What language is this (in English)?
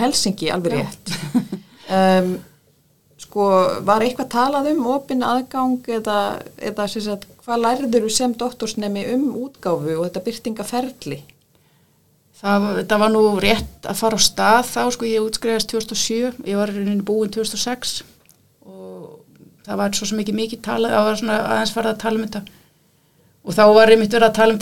Icelandic